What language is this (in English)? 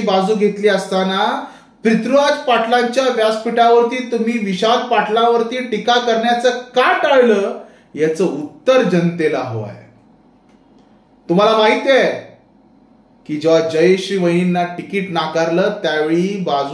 Marathi